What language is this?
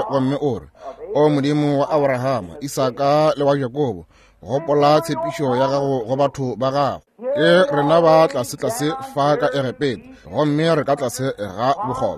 Northern Sotho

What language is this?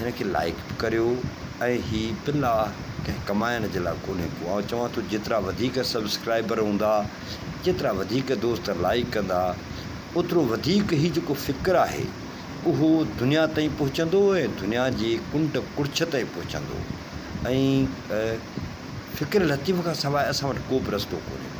Sindhi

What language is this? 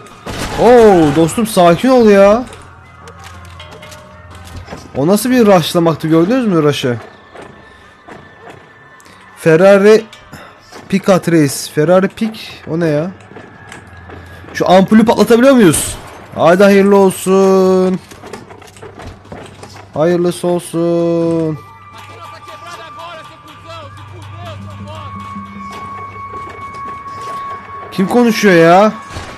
Turkish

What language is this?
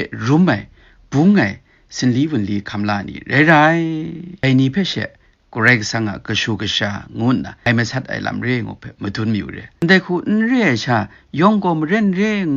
Kachin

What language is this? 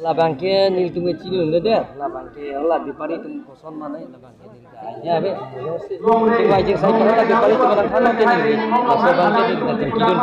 Karbi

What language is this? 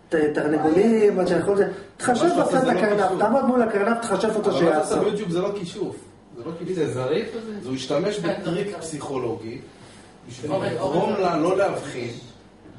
Hebrew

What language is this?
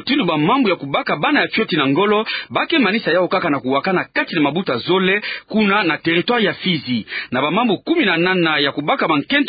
Kituba (Democratic Republic of Congo)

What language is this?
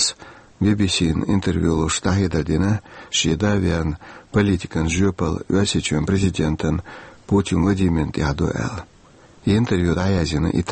Chechen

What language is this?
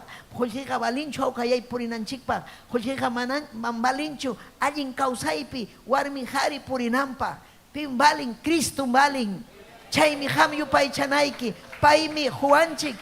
Ayacucho Quechua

